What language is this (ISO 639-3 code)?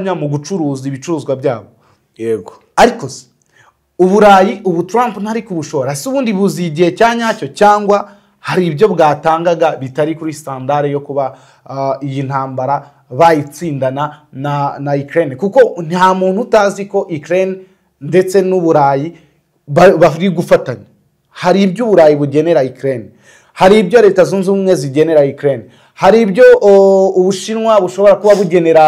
kin